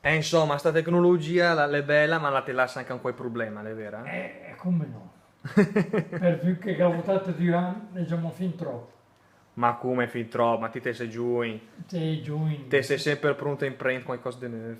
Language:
Lombard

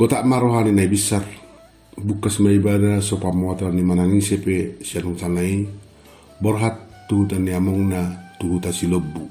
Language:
Batak Toba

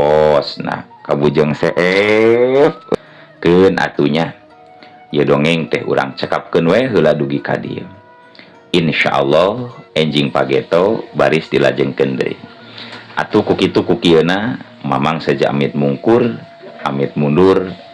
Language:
Sundanese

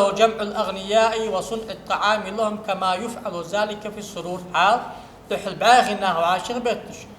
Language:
Ingush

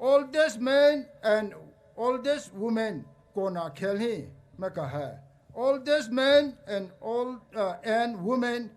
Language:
Poumei Naga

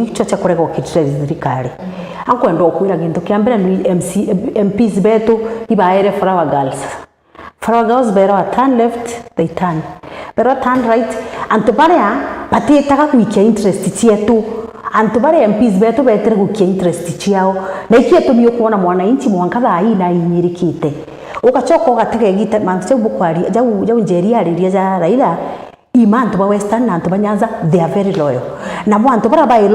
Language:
Meru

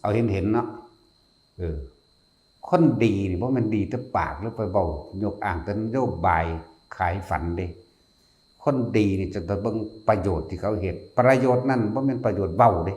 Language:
Lao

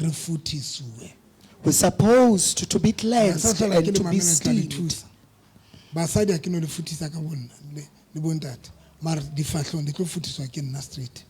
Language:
Southern Sotho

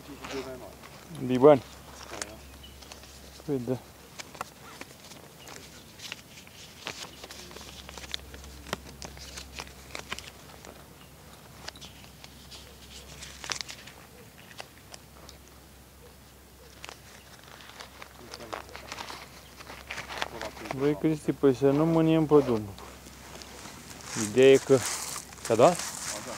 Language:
Romanian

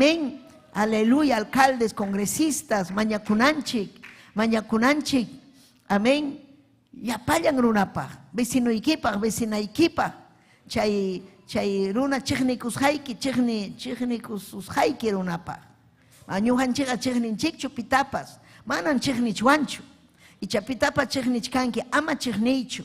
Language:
Ayacucho Quechua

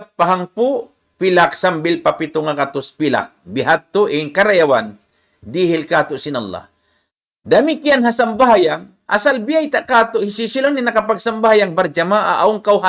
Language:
Tausug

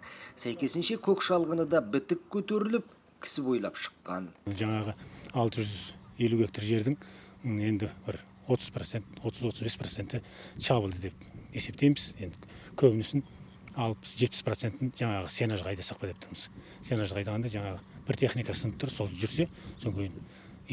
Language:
Kazakh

